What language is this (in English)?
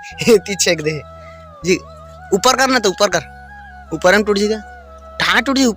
Chhattisgarhi